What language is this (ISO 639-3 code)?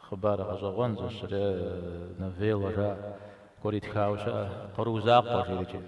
kbd